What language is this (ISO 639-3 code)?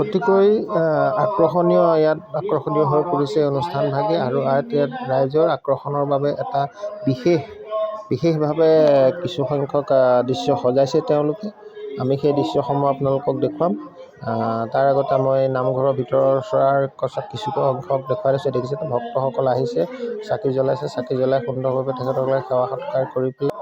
asm